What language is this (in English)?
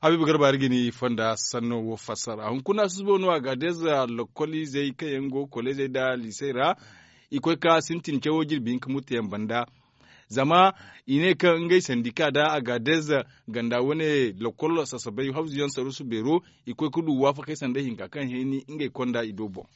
Zarma